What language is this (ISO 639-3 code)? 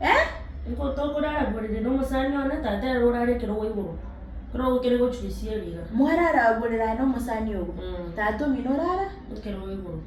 guz